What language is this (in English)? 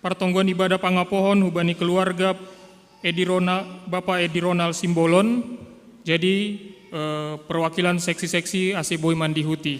Batak Simalungun